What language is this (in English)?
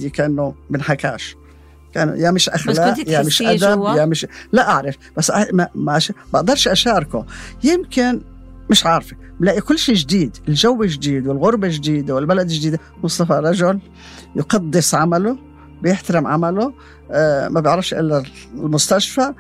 North Levantine Arabic